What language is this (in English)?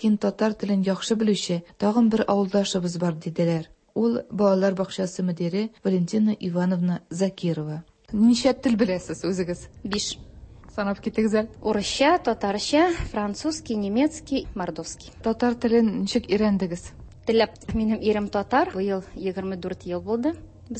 Tatar